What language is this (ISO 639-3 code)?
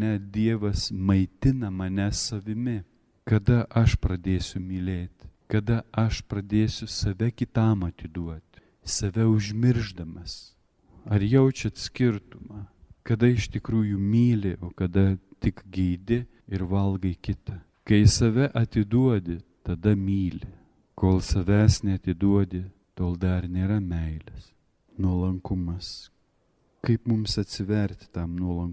lit